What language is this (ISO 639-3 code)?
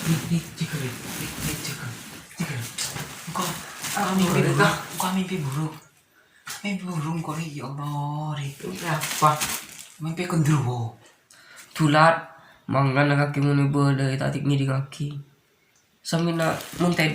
mad